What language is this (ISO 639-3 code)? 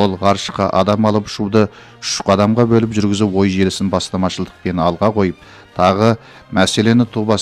kaz